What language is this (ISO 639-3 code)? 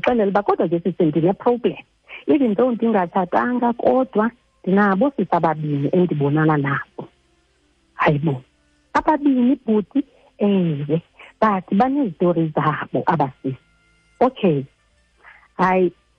xho